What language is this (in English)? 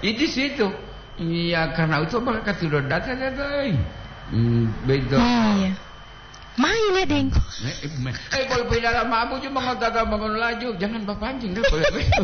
Gorontalo